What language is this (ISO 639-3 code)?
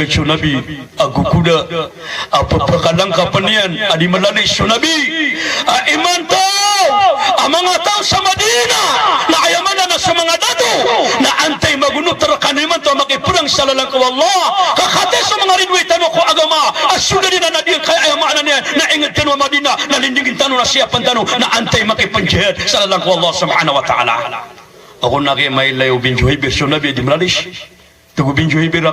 mrw